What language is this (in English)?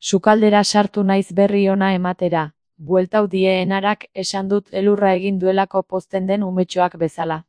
Basque